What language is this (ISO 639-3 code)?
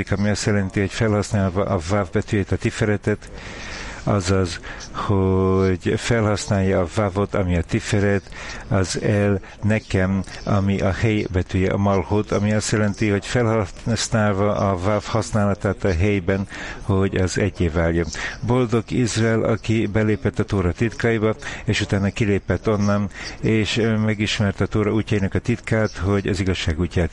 hun